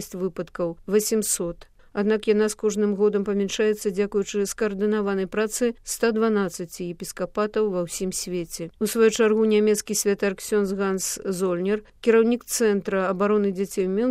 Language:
Belarusian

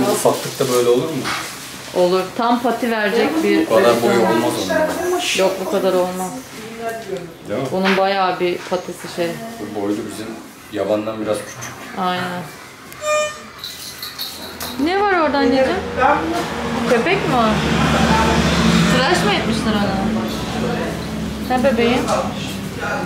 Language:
Turkish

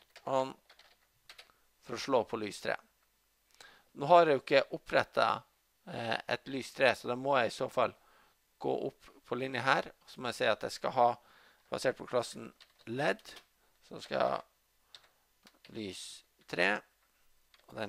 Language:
Norwegian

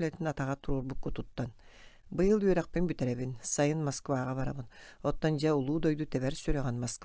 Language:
Yakut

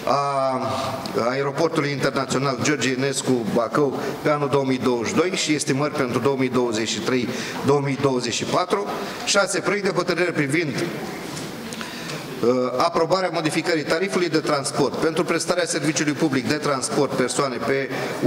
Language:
Romanian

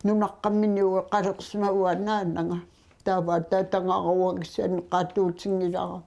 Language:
Kalaallisut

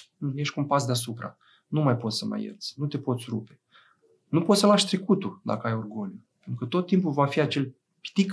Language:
Romanian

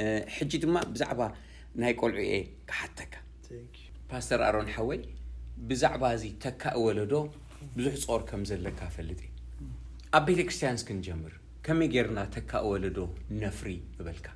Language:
Tigrinya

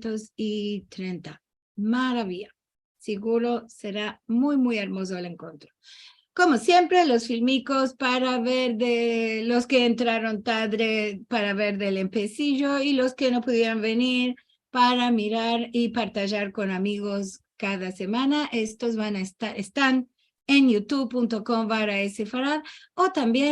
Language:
Ladino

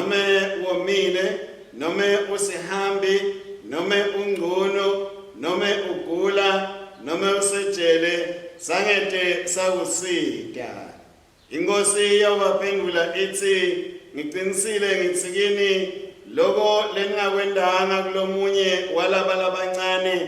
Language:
Swati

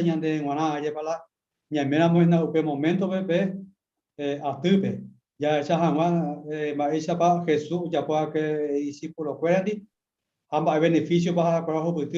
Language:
Guarani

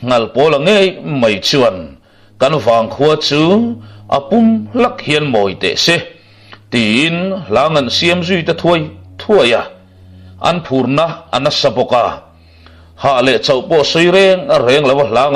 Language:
Mizo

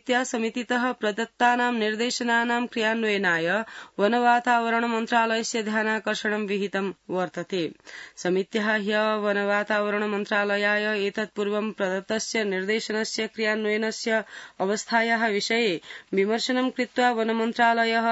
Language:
Sanskrit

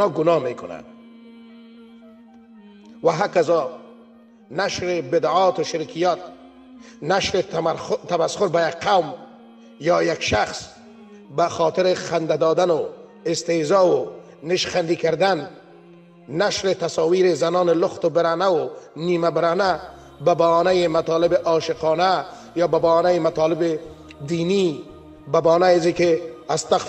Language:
Persian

